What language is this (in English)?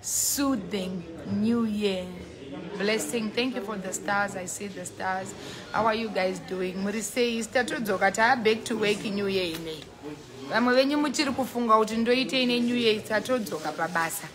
Shona